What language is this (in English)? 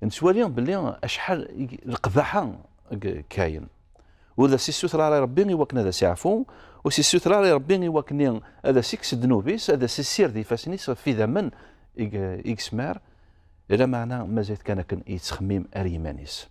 Kabyle